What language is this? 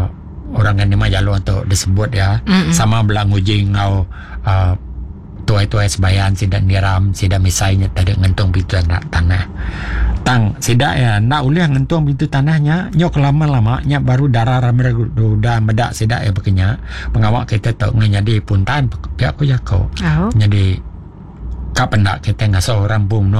Iban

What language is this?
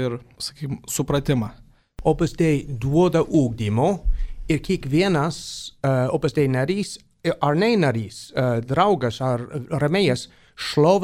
Lithuanian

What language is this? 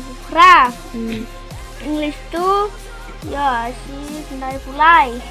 Khasi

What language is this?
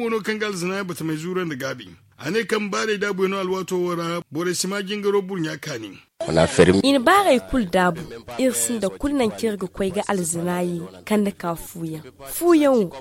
Zarma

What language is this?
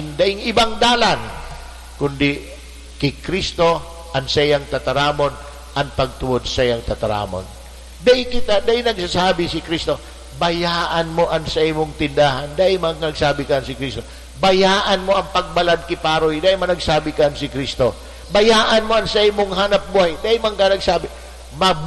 Bikol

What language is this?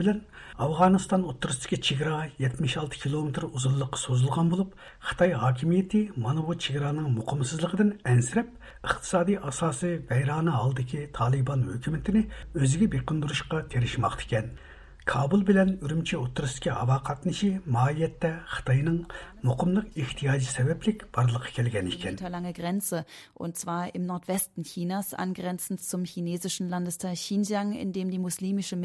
Uyghur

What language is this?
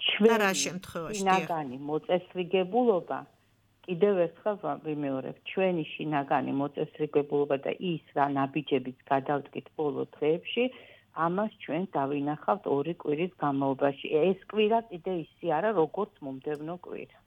Georgian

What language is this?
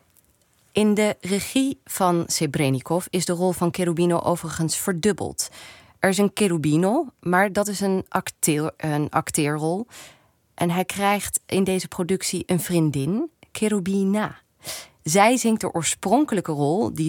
Dutch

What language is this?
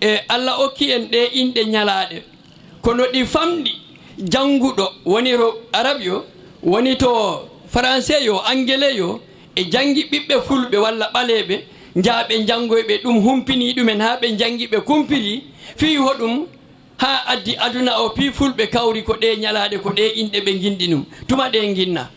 Fula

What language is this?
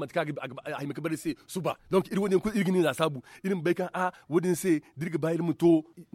Zarma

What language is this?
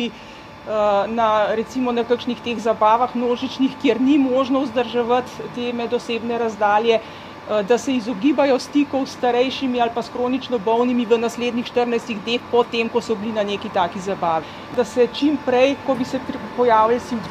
Slovenian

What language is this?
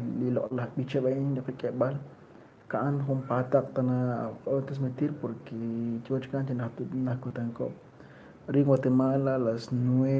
Kekchí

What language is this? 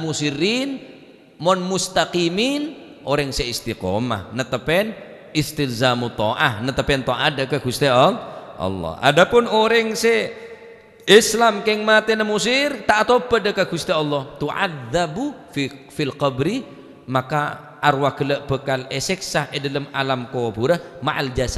Madurese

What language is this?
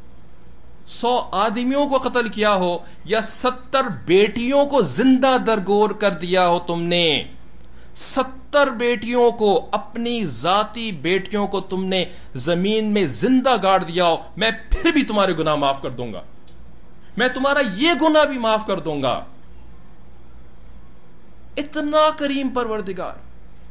Urdu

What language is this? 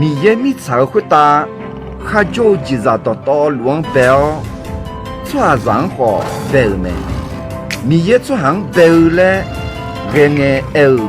Akha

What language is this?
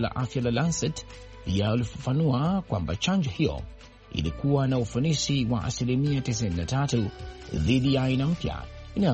Swahili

